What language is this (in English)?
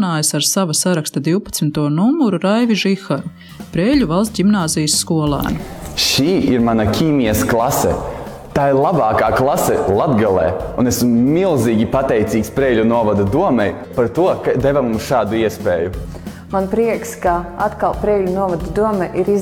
Latvian